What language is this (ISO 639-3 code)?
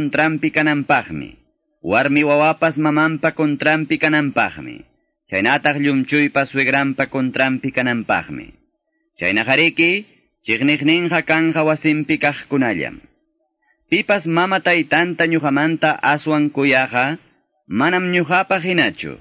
que